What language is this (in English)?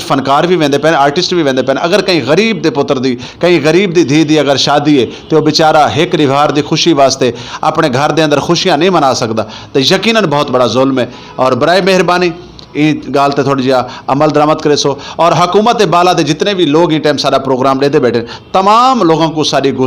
Saraiki